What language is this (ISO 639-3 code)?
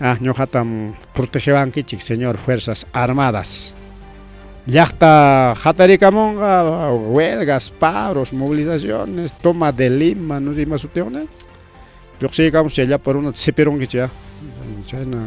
quy